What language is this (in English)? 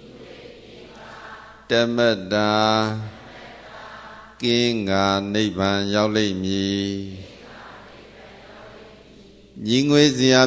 Burmese